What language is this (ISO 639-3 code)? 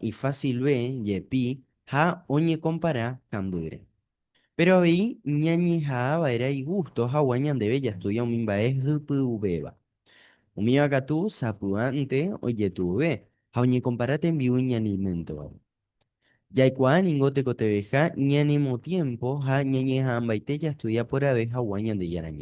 grn